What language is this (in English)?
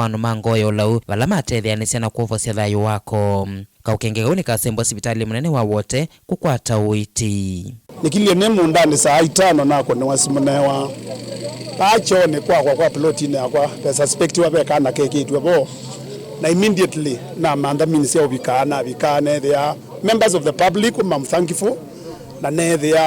Kamba